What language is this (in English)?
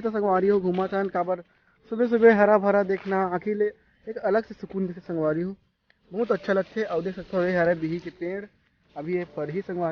Chhattisgarhi